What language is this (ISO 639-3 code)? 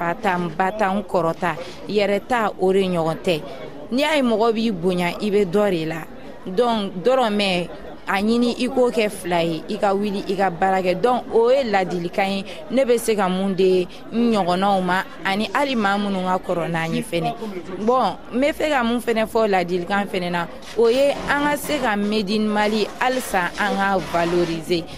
bam